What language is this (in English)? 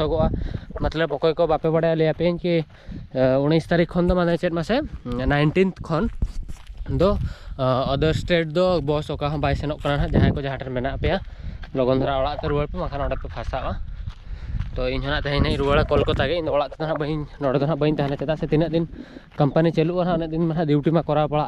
Santali